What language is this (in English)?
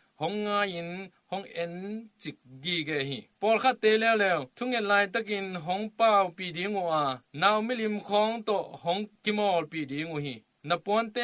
Tedim Chin